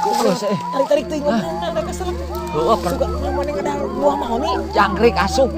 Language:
Sundanese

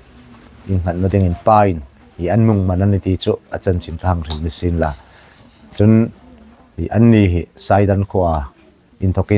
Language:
Hmar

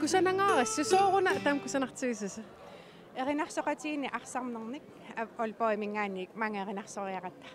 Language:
Kalaallisut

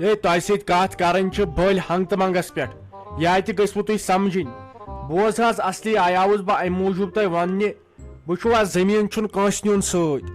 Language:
Kashmiri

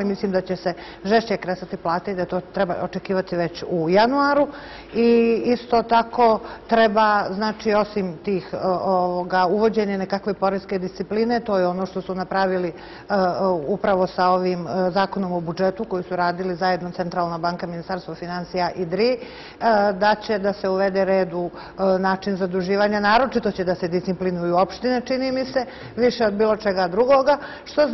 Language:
Serbian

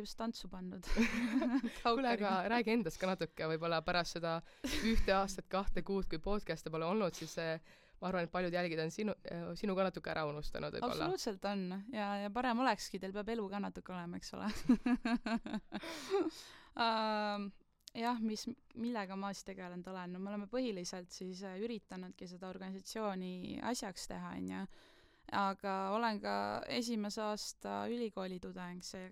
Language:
Estonian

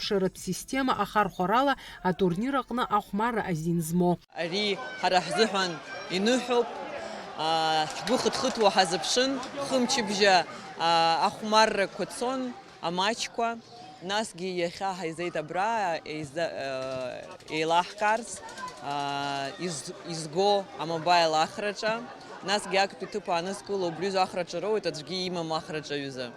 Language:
Abkhazian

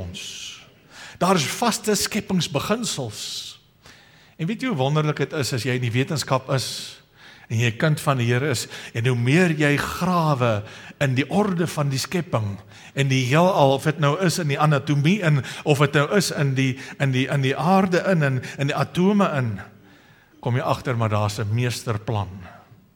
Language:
Afrikaans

